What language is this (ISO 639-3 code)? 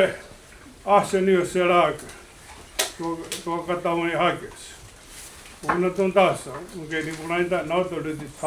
moh